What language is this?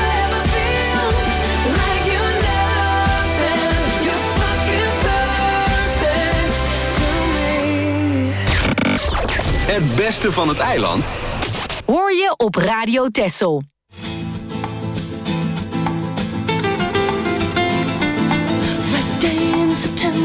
Dutch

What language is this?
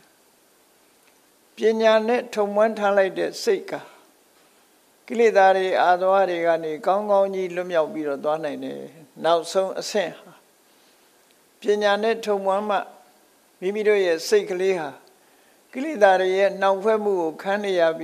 Burmese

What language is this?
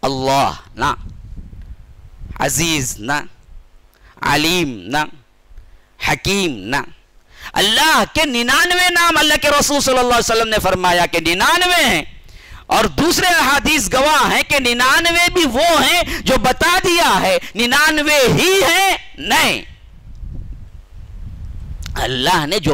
Urdu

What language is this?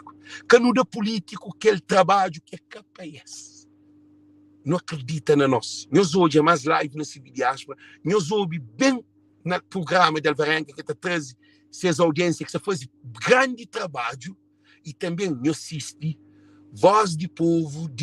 Kabuverdianu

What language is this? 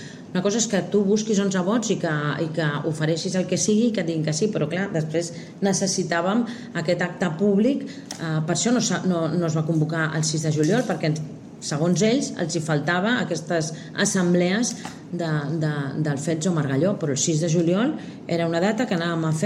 Catalan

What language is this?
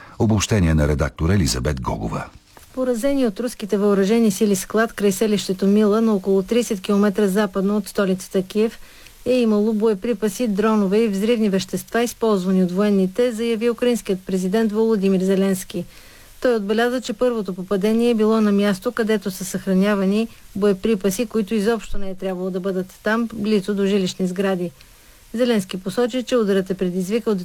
Bulgarian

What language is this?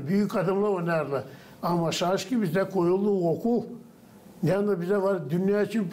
Gagauz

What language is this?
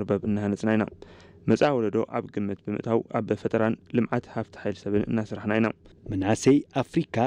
Tigrinya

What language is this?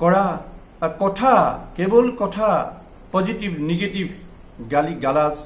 Assamese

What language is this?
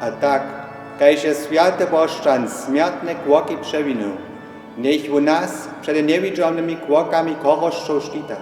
Upper Sorbian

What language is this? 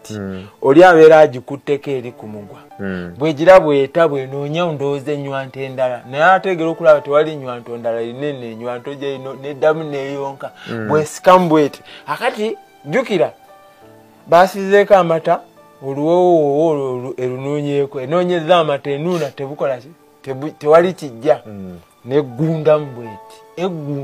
Ganda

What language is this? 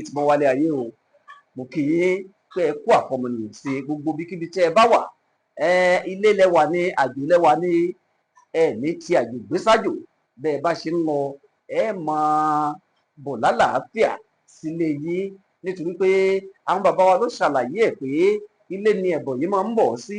Yoruba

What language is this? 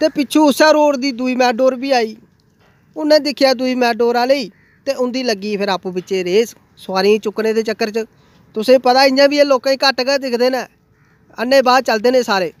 Dogri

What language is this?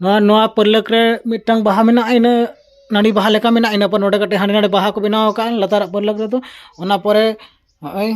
Santali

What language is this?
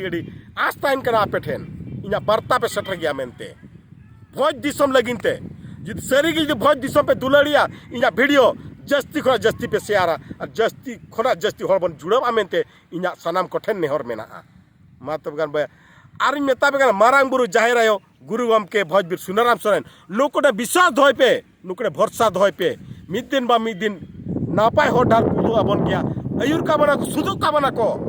Santali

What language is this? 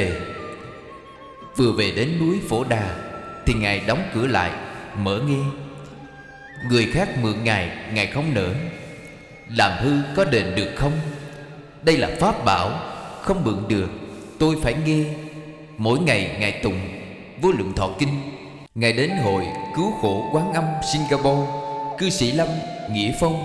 Vietnamese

